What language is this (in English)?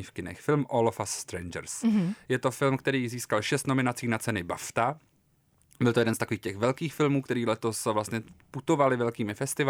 Czech